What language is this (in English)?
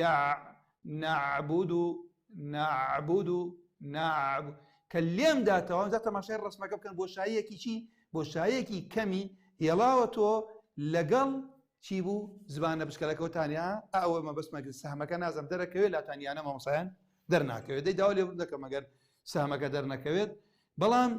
Central Kurdish